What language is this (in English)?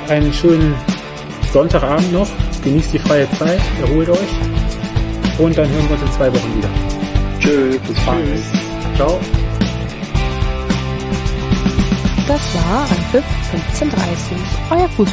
German